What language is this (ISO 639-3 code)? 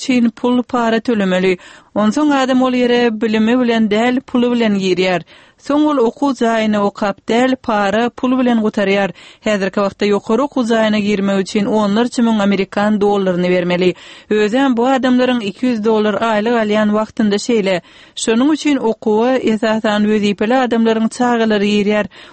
tuk